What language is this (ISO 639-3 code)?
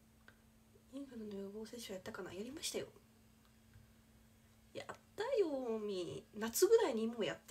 jpn